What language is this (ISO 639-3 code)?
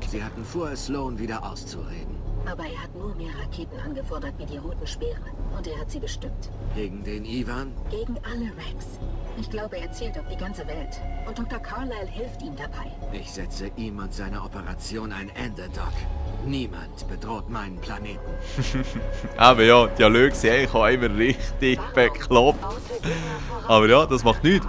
gsw